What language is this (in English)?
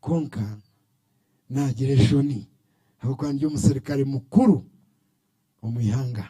Nyankole